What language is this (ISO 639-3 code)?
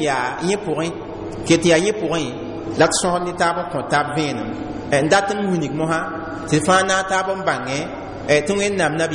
mos